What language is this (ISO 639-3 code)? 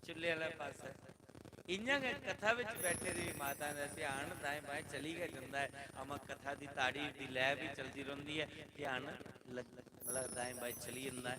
doi